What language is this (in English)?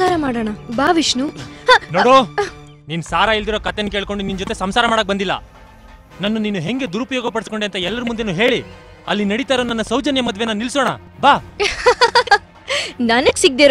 Kannada